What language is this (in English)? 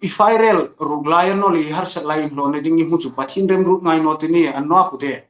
Hmar